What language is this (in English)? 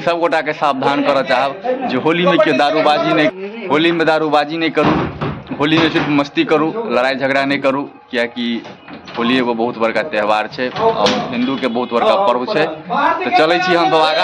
Maithili